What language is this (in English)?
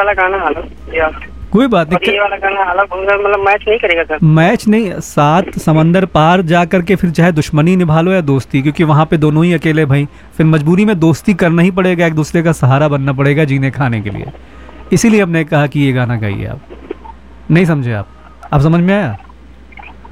Hindi